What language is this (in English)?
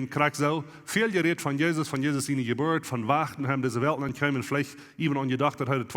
Plautdietsch